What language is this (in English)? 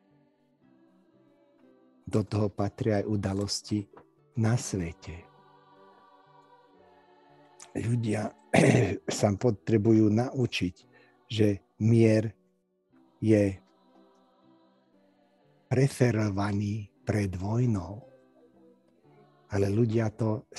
Slovak